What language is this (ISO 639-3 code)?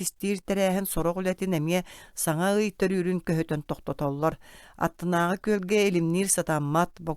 sah